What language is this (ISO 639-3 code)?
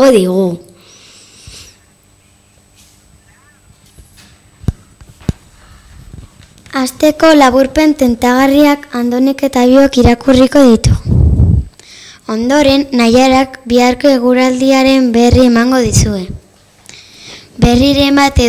eus